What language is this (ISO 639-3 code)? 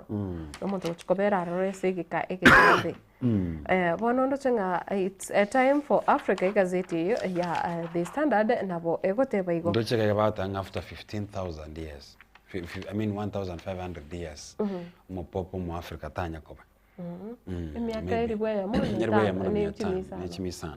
guz